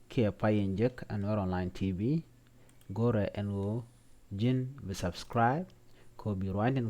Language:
Nuer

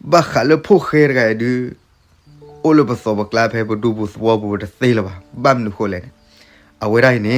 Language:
S'gaw Karen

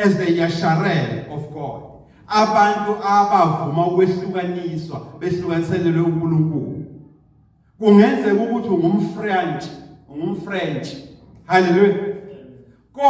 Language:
Zulu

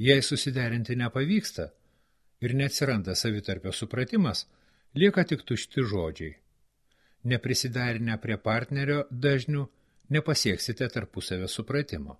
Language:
Lithuanian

